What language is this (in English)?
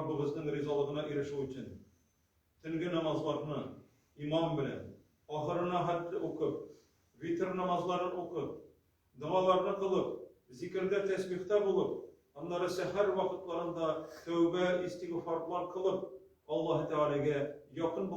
Tatar